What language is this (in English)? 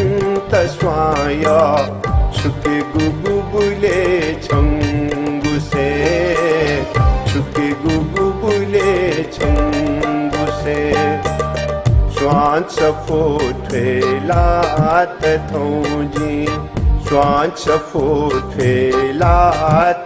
Newari